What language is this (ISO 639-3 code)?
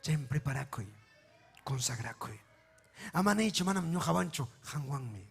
quy